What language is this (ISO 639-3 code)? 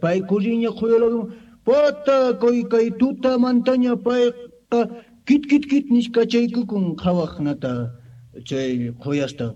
que